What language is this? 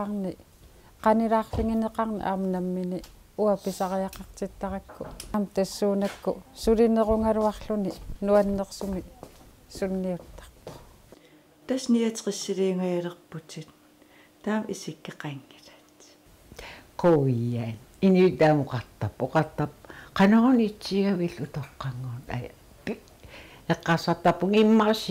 Kalaallisut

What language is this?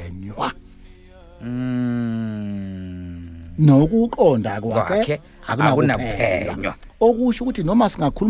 Zulu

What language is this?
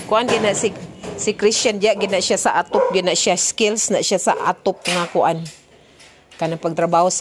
Cebuano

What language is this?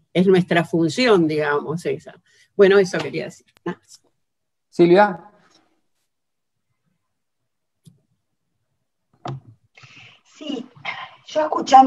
Spanish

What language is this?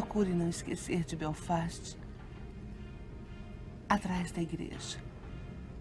Portuguese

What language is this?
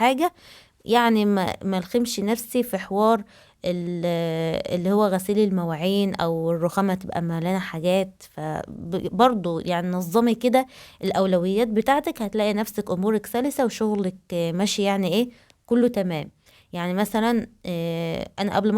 Egyptian Arabic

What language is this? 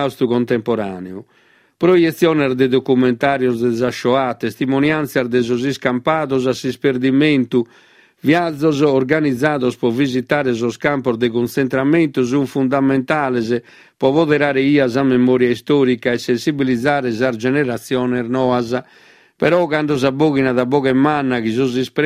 Sardinian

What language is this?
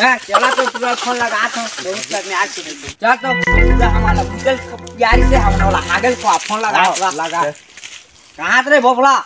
Chhattisgarhi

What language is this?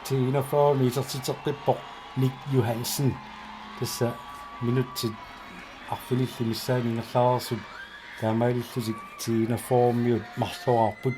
Kalaallisut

